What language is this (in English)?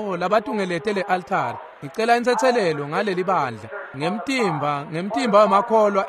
Swati